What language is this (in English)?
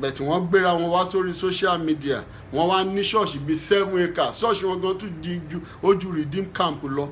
Yoruba